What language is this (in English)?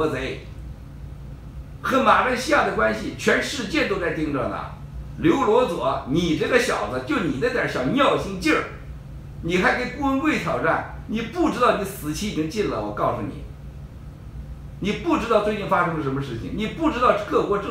Chinese